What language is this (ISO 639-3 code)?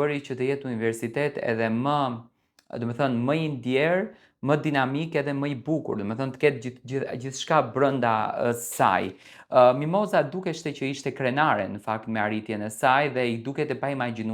sqi